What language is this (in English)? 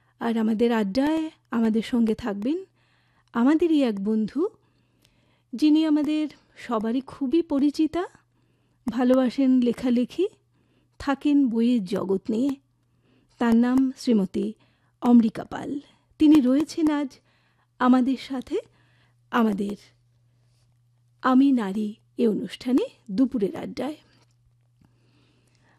Bangla